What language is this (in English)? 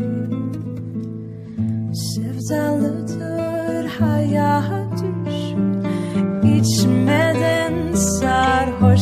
Turkish